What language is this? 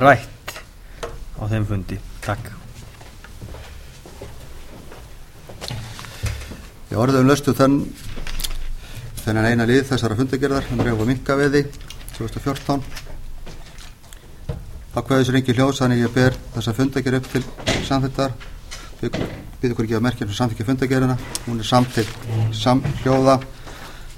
Icelandic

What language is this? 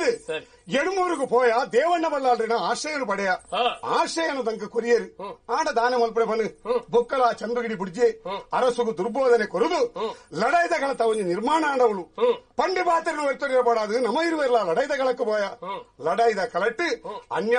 Tulu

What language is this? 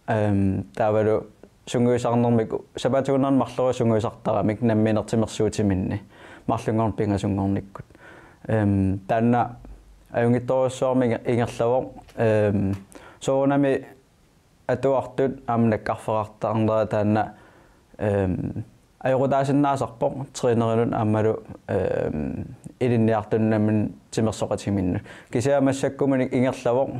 Kalaallisut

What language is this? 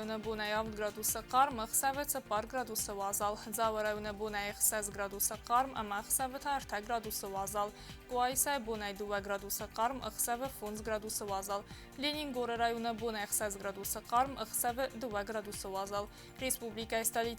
Ossetic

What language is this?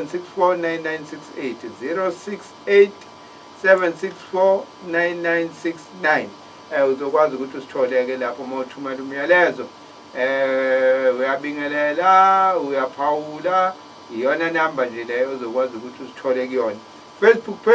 Zulu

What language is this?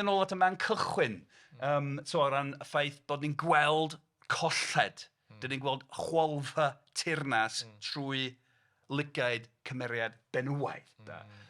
Welsh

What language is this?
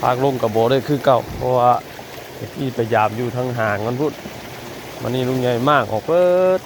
Northeastern Thai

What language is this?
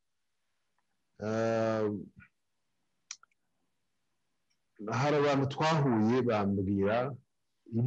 Kinyarwanda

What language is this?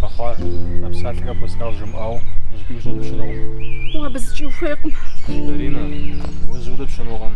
Kabardian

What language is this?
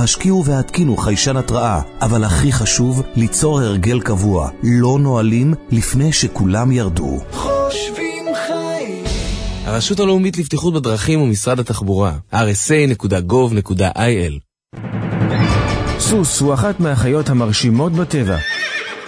Hebrew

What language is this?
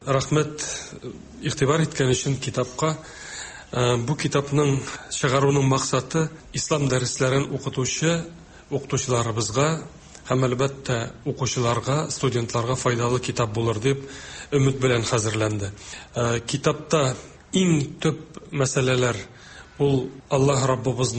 Tatar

